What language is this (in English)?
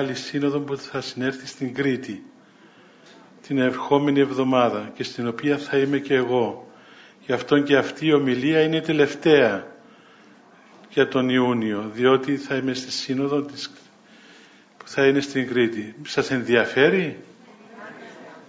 Greek